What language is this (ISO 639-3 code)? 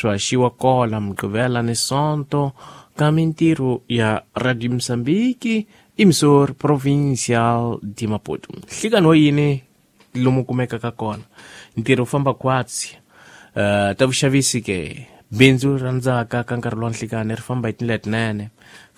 tso